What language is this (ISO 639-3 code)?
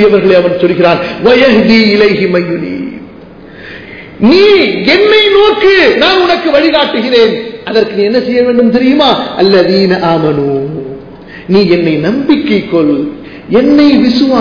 tam